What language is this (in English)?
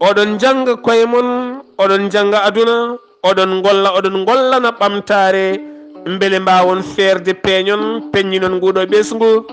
Fula